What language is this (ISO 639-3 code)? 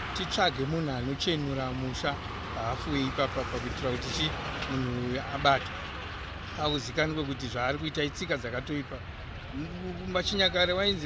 sna